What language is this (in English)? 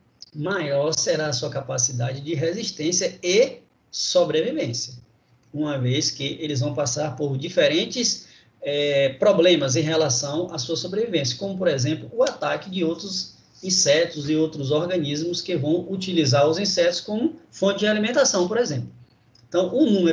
Portuguese